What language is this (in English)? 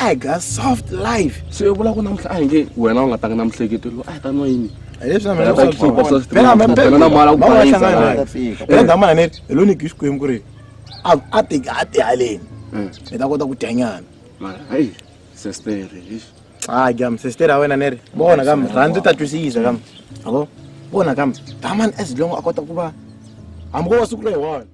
Tsonga